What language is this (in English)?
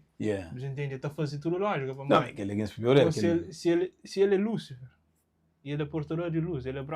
Kabuverdianu